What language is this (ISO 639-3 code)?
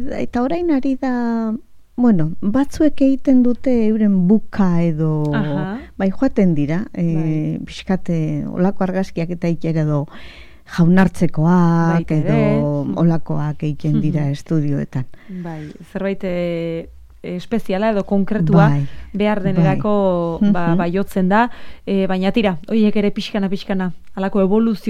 eus